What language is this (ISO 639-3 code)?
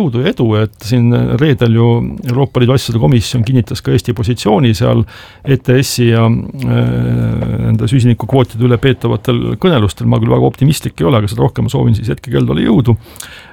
est